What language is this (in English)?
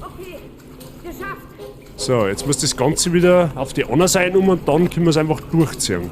Bavarian